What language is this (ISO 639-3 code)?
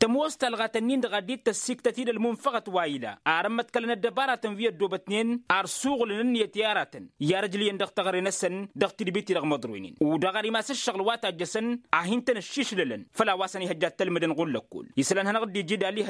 taq